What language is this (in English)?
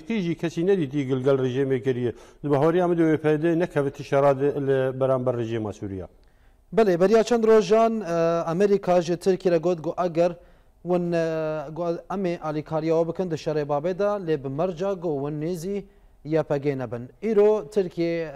Kurdish